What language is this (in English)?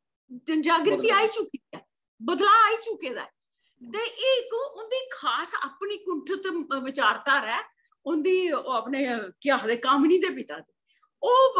Dogri